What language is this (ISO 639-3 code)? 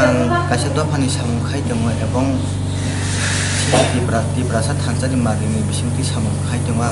trp